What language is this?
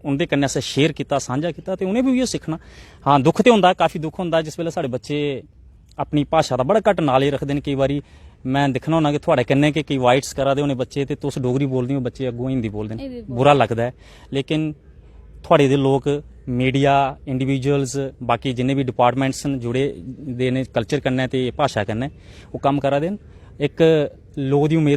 Dogri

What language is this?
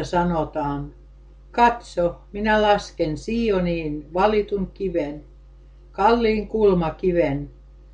Finnish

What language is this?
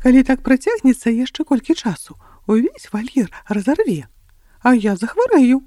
Belarusian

